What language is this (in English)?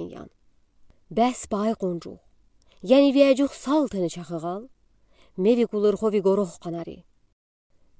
Udi